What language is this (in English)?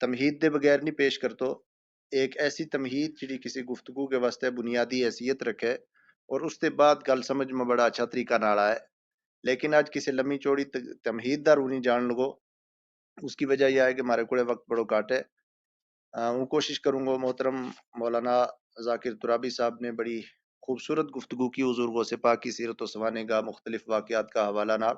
Gujari